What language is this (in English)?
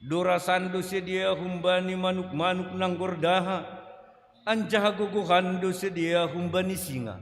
Batak Simalungun